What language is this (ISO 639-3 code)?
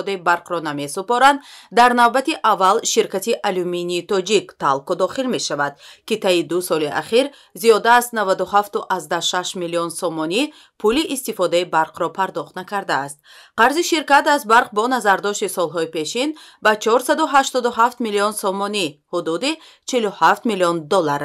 tgk